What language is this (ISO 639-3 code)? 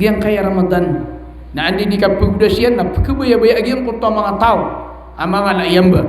mrw